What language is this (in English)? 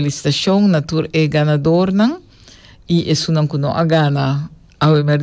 Papiamento